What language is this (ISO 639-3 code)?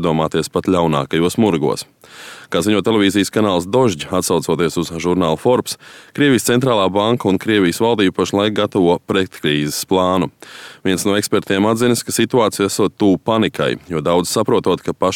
lav